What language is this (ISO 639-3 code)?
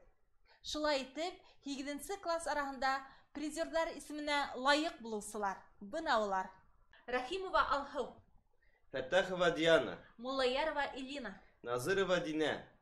bak